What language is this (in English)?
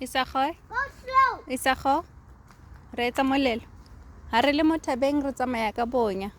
Tswana